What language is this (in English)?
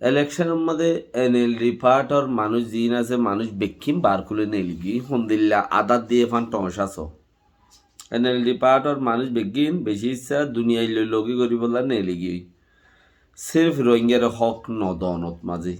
Rohingya